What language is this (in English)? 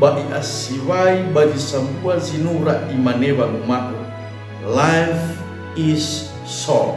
Nias